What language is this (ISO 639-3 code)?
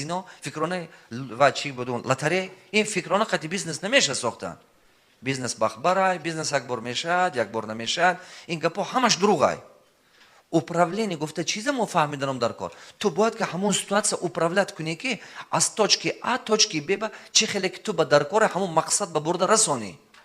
tgk